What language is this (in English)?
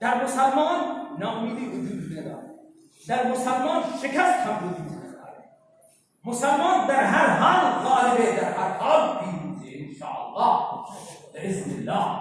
Persian